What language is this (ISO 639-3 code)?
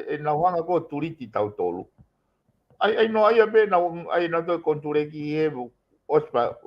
ton